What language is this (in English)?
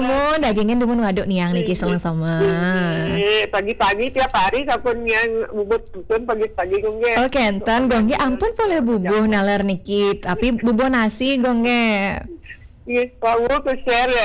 Balinese